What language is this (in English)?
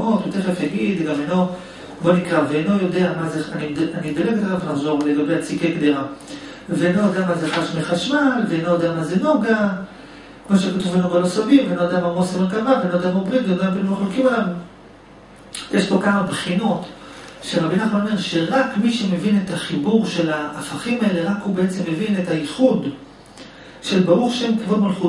Hebrew